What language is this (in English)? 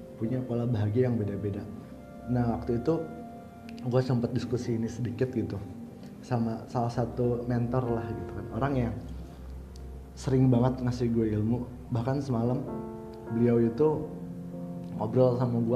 Indonesian